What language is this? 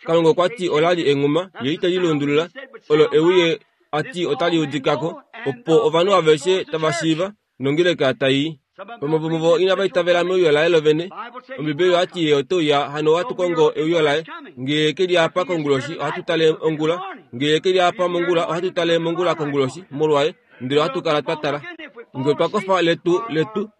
Kuanyama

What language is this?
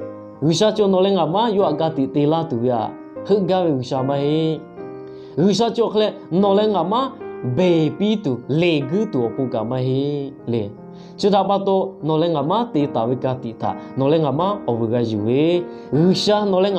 Lahu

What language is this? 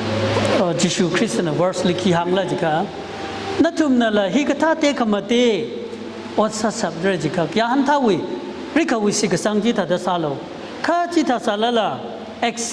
Tangkhul Naga (India)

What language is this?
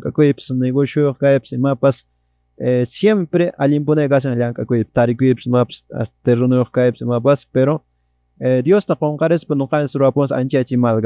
Quechua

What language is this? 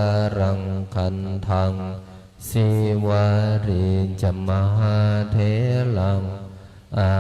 Pali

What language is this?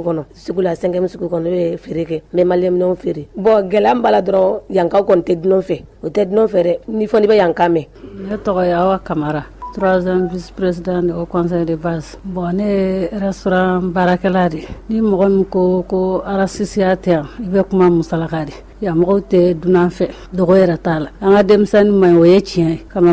Bambara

